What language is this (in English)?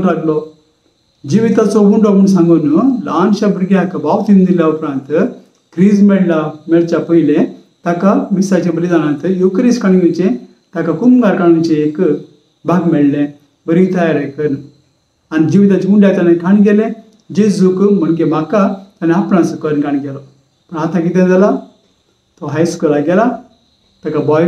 Konkani